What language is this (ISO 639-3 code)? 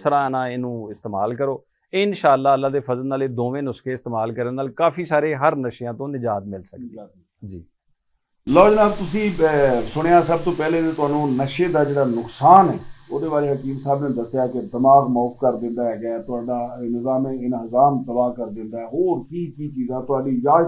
lah